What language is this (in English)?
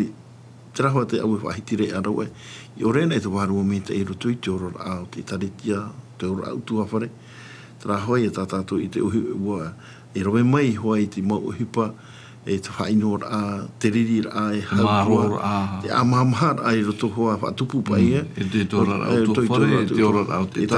Tahitian